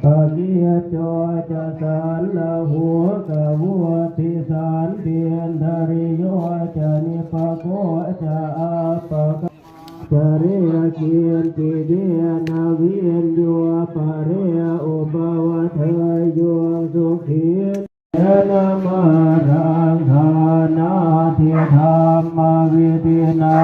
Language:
Pali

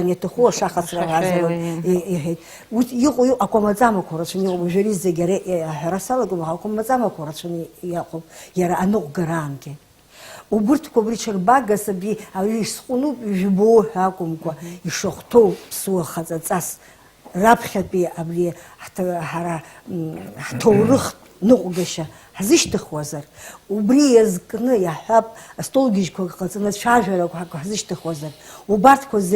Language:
Abkhazian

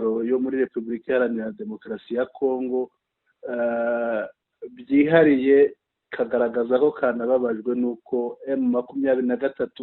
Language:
Kinyarwanda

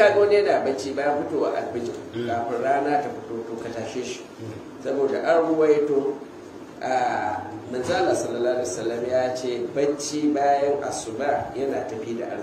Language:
Hausa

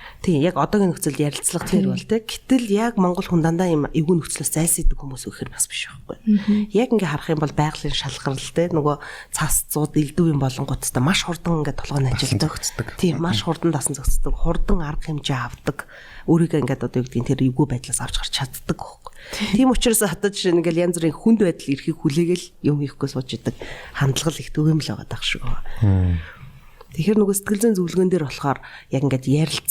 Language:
Mongolian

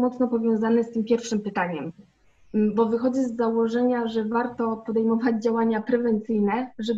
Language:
Polish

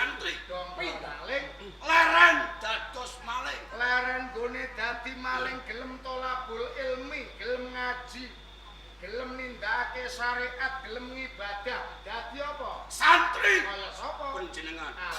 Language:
Javanese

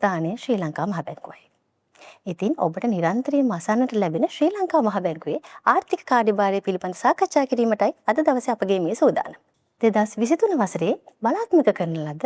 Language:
Sinhala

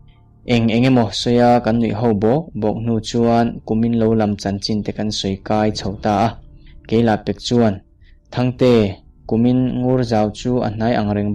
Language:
Mizo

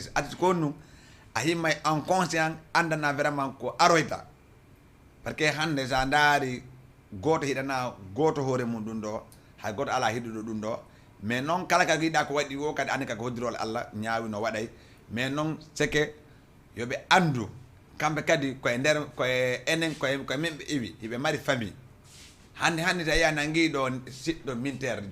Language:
Fula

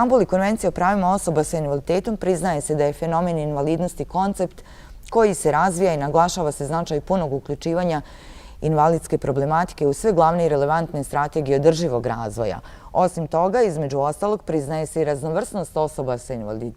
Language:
Bosnian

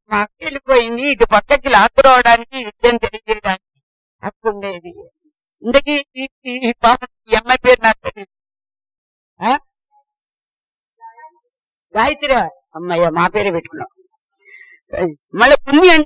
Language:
Telugu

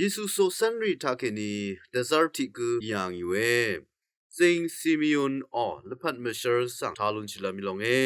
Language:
Rawang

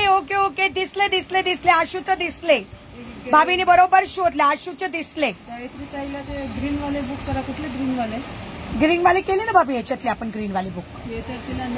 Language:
Marathi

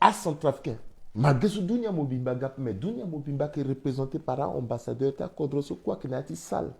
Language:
Sango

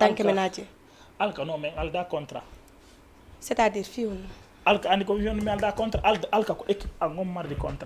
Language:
Fula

